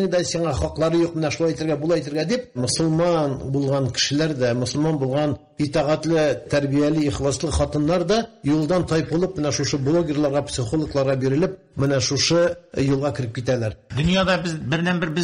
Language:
Tatar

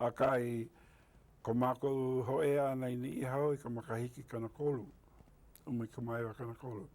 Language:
Hawaiian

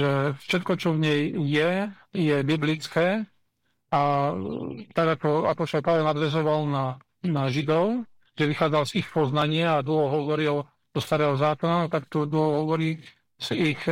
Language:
Slovak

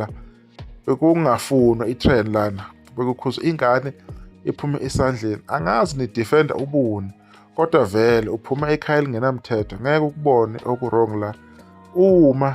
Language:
Zulu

